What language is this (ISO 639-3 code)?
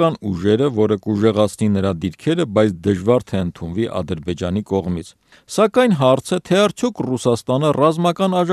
hye